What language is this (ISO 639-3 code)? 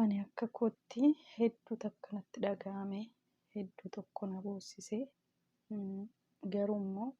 orm